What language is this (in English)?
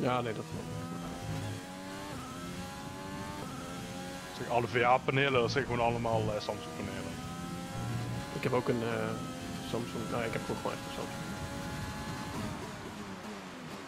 Dutch